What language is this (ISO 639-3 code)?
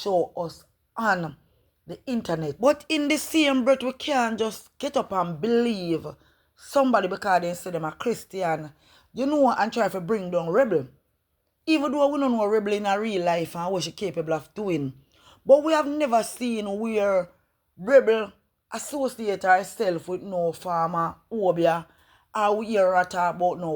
jam